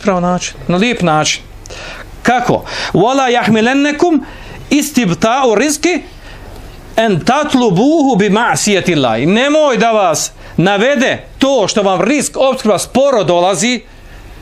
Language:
Bosnian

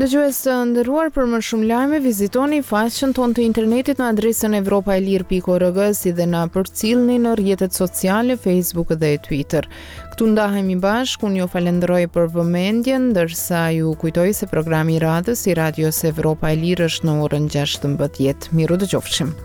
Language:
Albanian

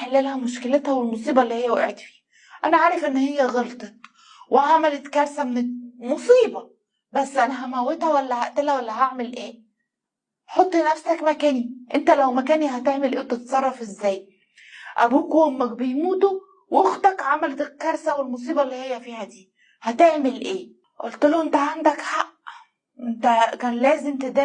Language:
Egyptian Arabic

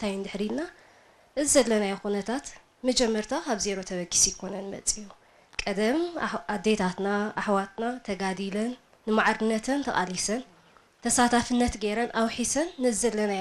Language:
Tigrinya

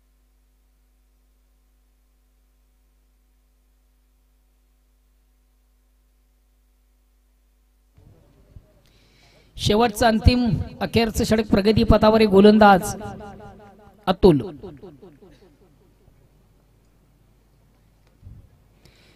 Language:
Marathi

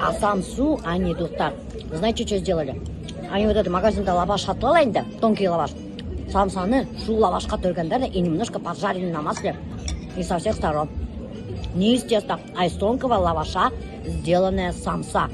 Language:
Bashkir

